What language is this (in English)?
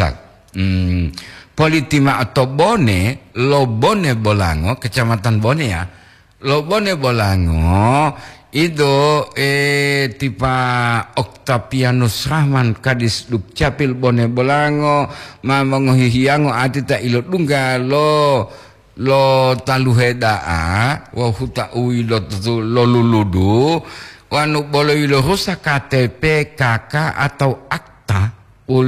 Gorontalo